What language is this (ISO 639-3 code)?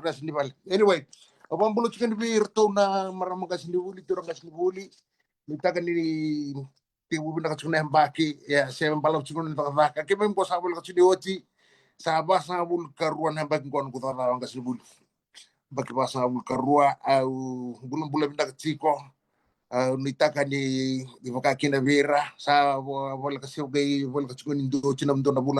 fij